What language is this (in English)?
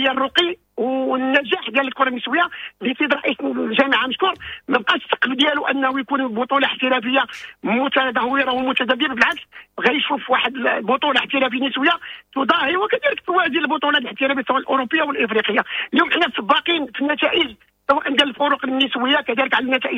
Moroccan Arabic